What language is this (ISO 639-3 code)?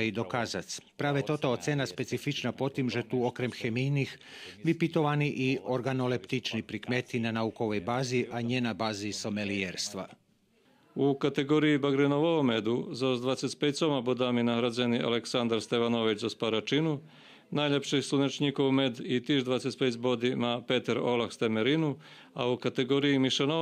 rue